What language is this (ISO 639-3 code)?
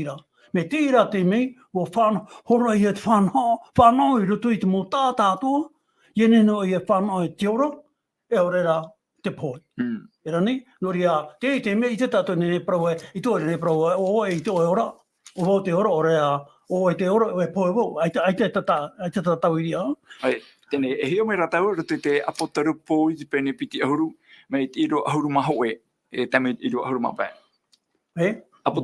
tah